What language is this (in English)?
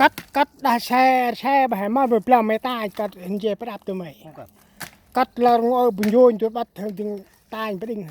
Central Mnong